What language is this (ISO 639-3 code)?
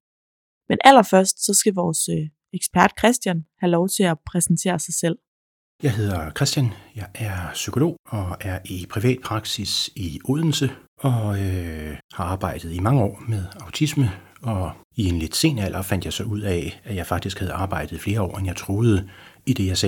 dan